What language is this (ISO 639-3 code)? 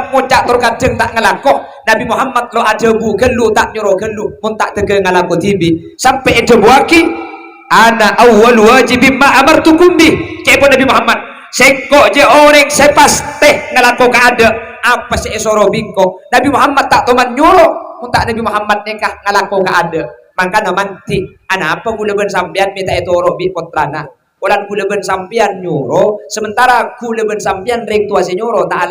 mad